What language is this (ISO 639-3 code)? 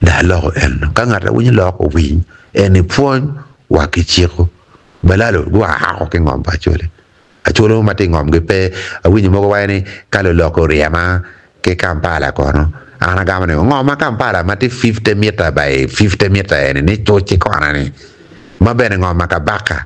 ach